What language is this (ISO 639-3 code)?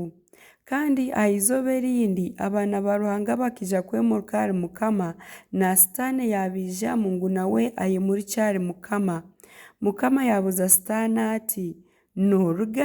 nyn